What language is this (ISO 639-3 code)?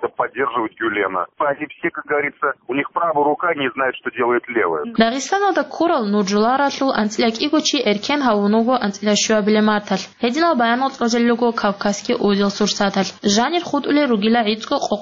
ava